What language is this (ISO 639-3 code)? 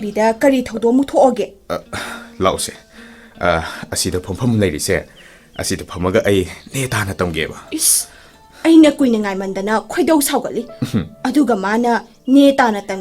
mni